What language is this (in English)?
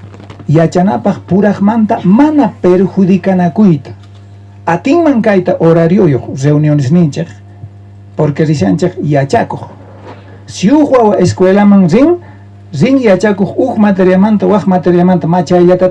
South Bolivian Quechua